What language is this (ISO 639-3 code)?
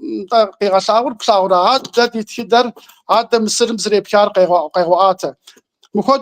kbd